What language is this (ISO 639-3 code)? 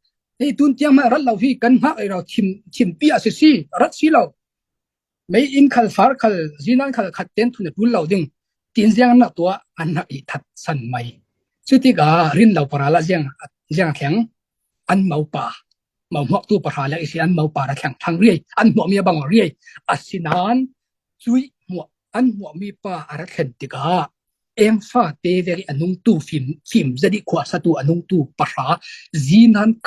cfm